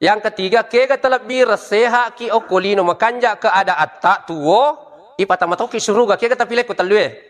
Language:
Buginese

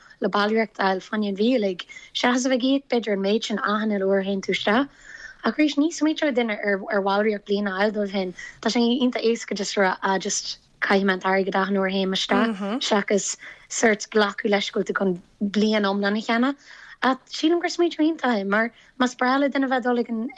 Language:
Irish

